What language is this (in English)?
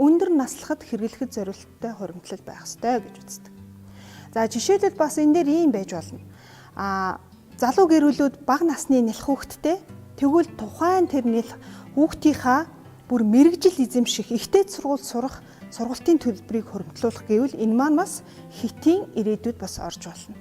Mongolian